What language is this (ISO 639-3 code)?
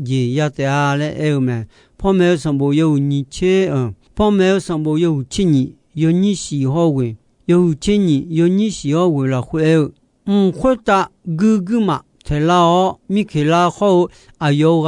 ahk